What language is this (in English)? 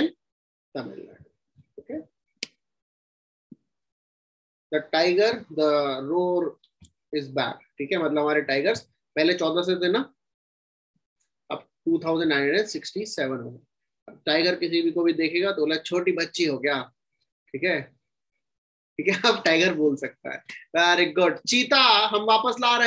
Hindi